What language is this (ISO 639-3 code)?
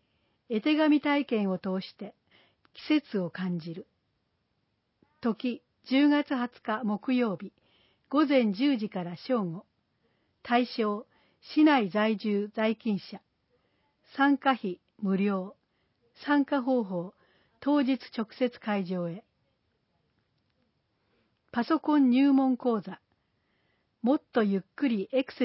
jpn